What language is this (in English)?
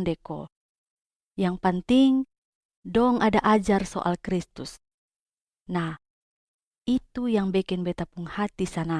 Kupang Malay